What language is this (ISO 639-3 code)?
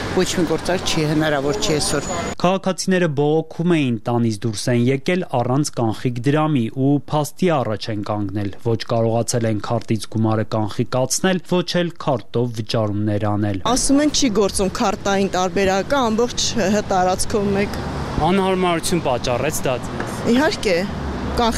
hye